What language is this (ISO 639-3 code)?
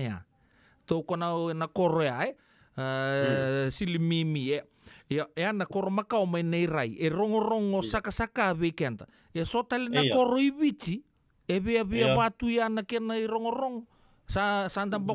fij